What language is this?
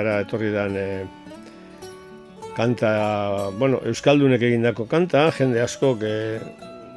Basque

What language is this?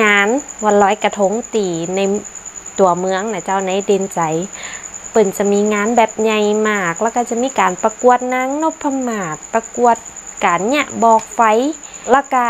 Northern Thai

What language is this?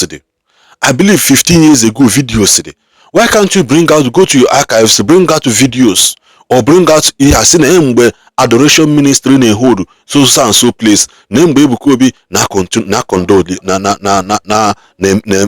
Igbo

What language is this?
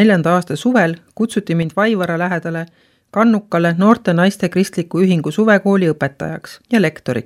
Estonian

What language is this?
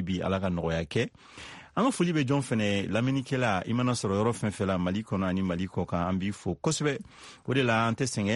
Bambara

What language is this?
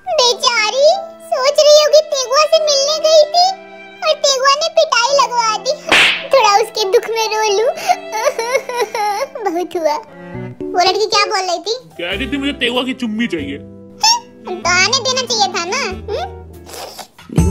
Hindi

